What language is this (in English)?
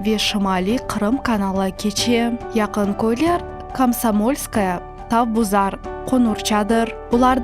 Crimean Tatar